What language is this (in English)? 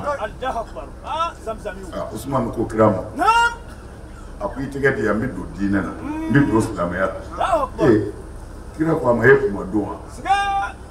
Bambara